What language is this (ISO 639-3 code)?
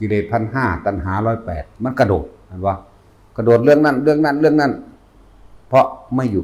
tts